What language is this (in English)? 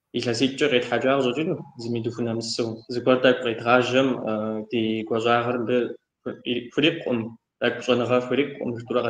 Kabardian